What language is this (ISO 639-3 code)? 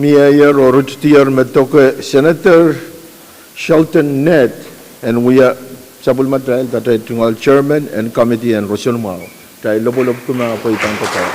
pon